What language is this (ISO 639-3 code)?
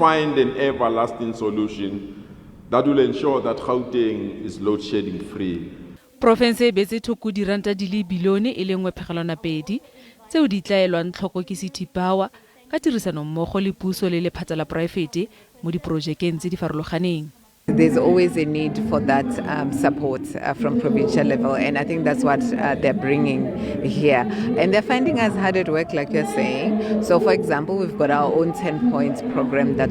tsn